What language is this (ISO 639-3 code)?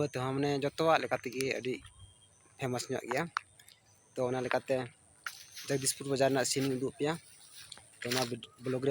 sat